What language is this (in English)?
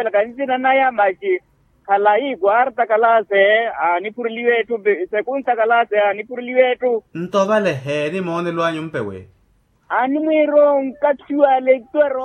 Makhuwa